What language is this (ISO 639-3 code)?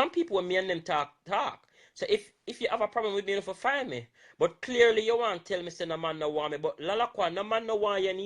jam